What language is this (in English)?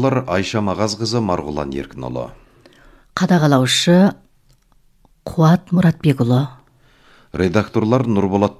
Kazakh